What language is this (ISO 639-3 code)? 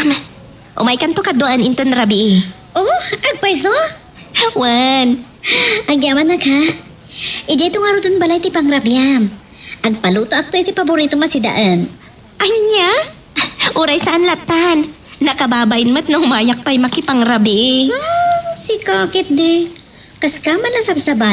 ilo